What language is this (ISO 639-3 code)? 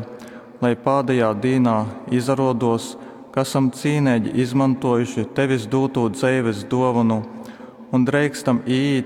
ltg